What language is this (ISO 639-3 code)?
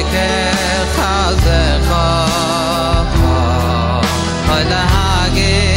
heb